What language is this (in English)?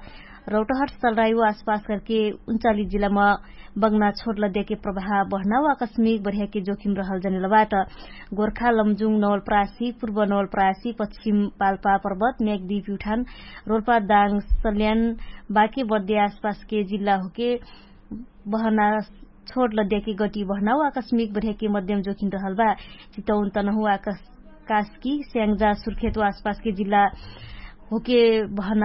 Dangaura Tharu